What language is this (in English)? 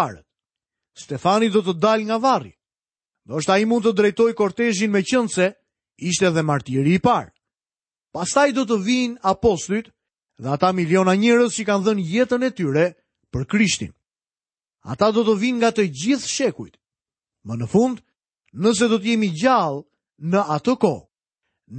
Albanian